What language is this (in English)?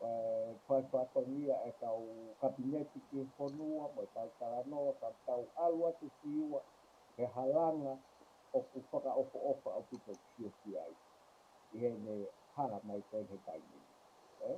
Tongan